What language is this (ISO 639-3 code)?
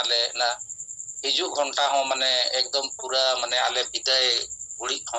sat